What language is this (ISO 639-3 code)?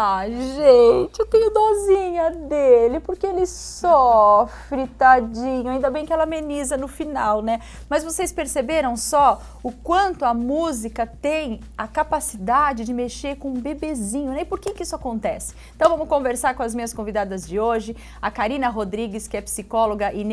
por